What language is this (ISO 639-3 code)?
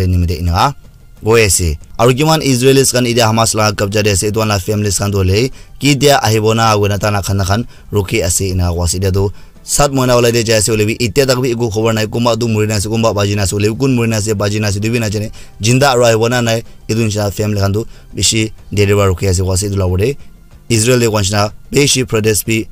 nag